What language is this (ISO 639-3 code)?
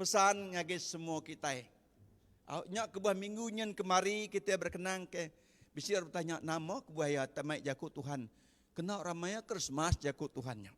iba